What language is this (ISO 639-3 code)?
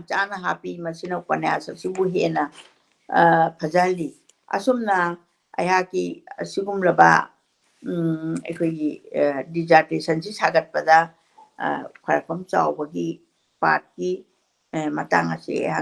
mni